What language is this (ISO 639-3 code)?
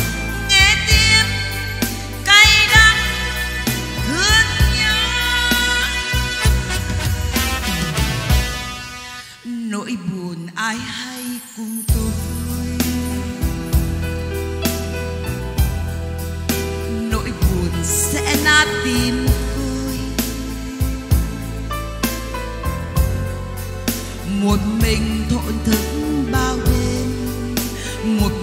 vie